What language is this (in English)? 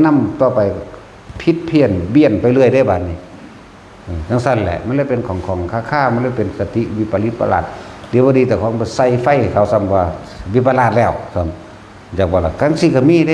Northeastern Thai